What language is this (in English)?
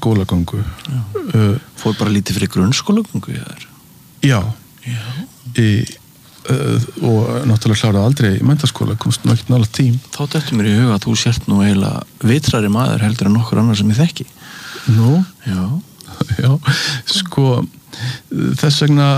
Icelandic